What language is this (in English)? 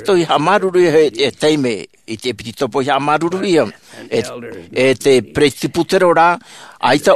Tahitian